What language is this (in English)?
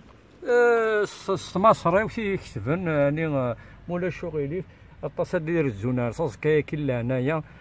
Kabyle